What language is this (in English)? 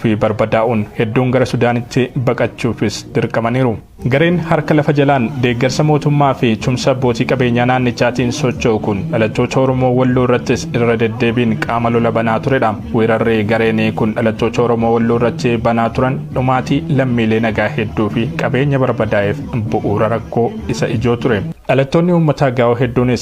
Oromo